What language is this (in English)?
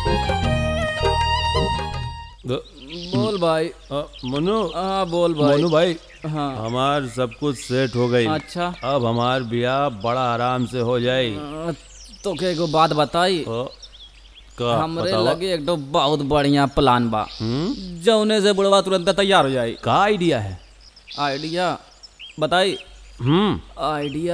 Bhojpuri